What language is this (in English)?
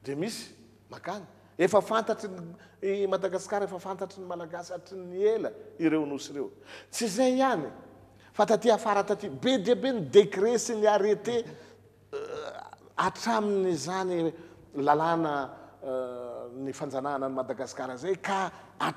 Malagasy